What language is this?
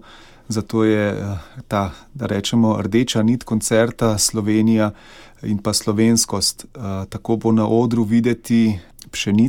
Slovenian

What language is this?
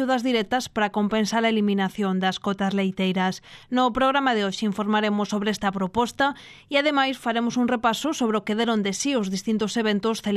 Galician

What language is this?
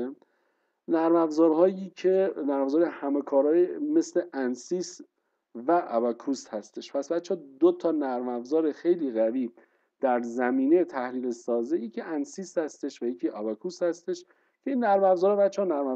Persian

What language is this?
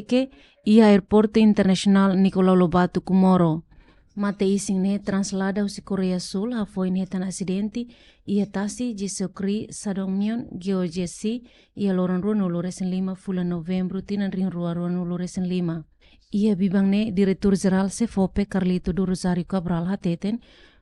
Tetum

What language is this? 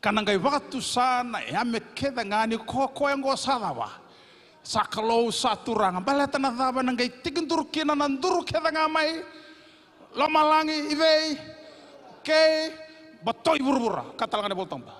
Fijian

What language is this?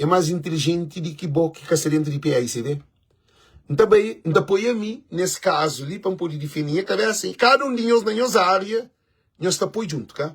Kabuverdianu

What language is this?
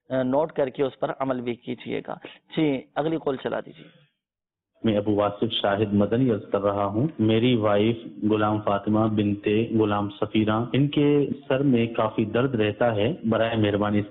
Urdu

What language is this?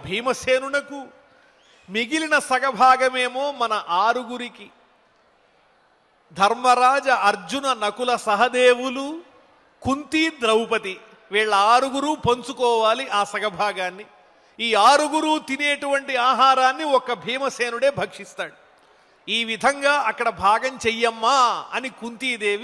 Telugu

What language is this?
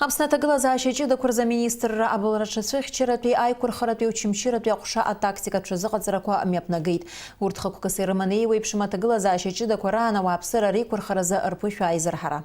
Abkhazian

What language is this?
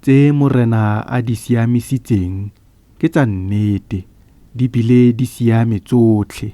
Tswana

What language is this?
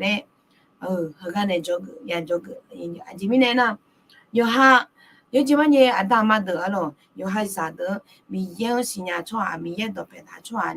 Akha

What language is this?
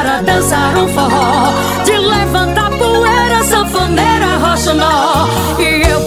Portuguese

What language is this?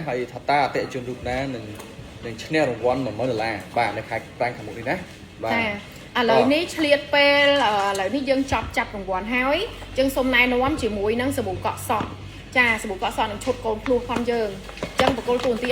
Khmer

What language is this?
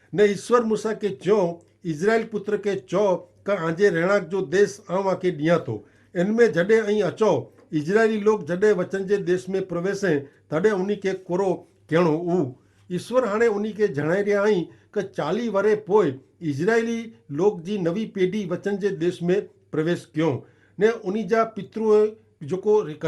Kachhi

